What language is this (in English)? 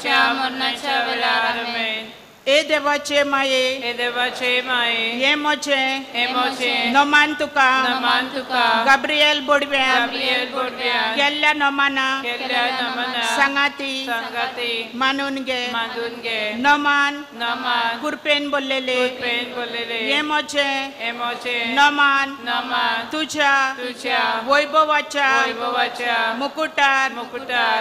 Konkani